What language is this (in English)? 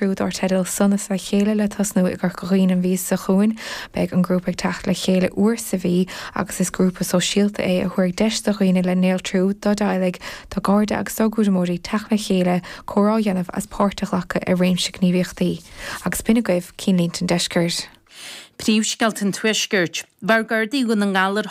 Irish